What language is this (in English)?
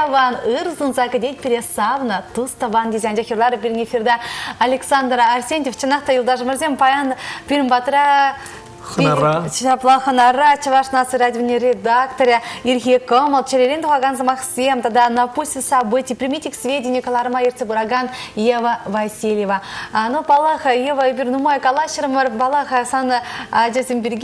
Chuvash